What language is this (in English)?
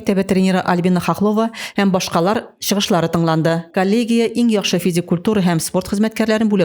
Tatar